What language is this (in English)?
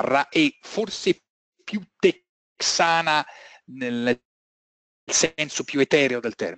Italian